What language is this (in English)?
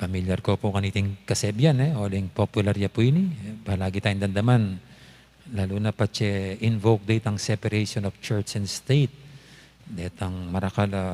Pampanga